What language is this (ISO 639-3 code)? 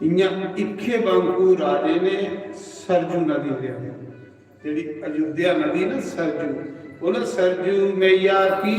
doi